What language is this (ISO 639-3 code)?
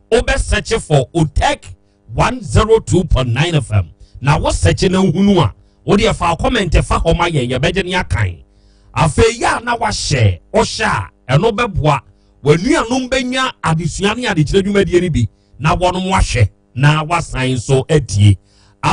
aka